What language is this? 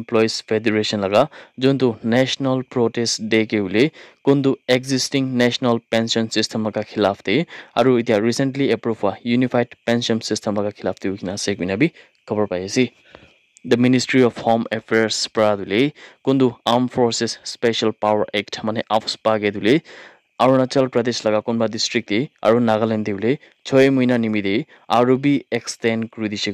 Naga Pidgin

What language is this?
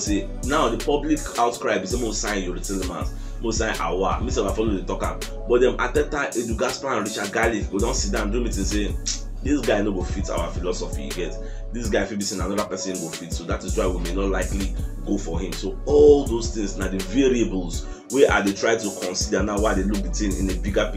Nigerian Pidgin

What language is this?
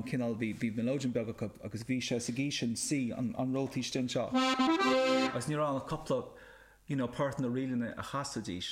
Irish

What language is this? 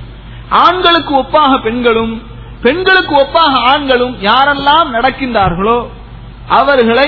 Tamil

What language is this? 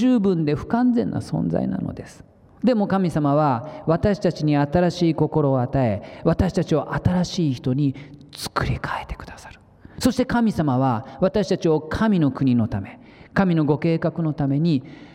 Japanese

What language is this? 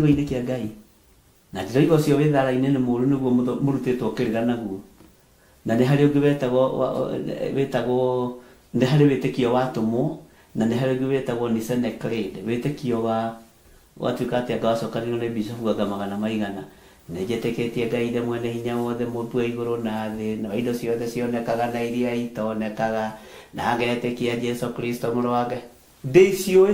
Kikuyu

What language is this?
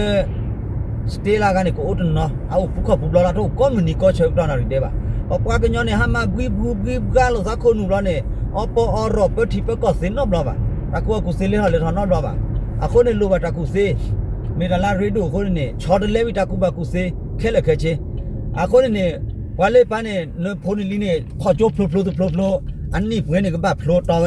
S'gaw Karen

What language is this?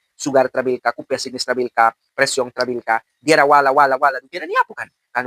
Mískito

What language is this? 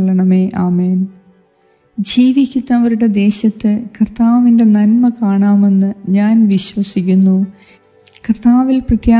Malayalam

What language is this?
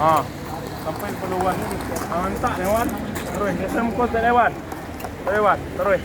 Minangkabau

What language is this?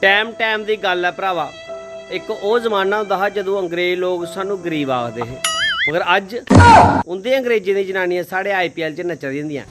Dogri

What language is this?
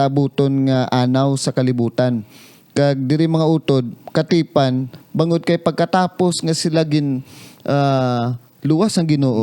Hiligaynon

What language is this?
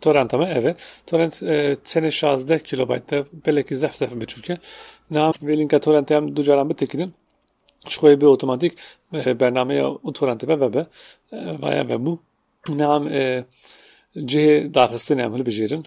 Kurdish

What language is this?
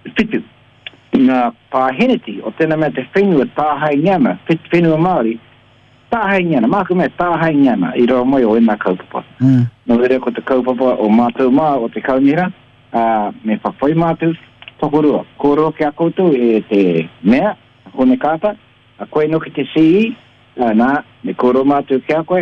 Māori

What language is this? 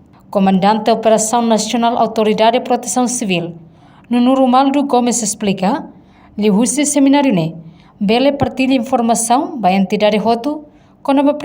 Tetum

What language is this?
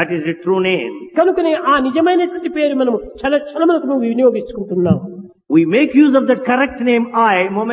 Telugu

